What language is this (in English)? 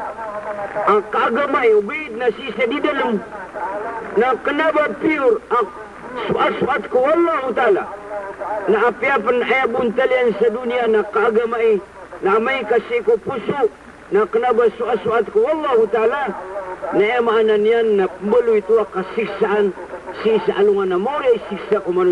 Maranao